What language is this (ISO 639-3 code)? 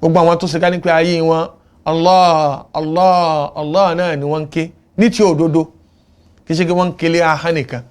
yor